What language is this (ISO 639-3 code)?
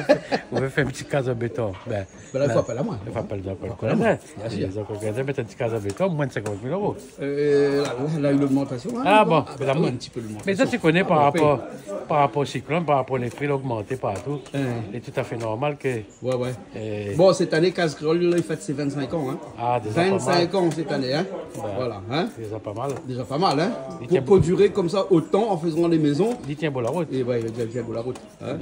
rcf